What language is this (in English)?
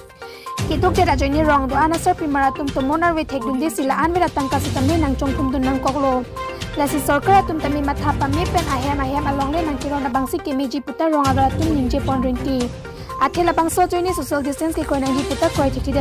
Karbi